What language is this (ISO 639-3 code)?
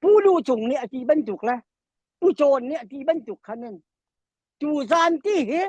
cnh